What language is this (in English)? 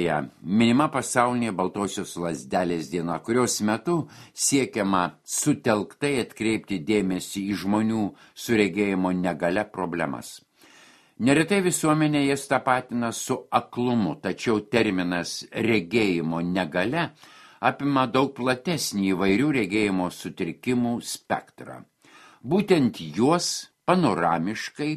Lithuanian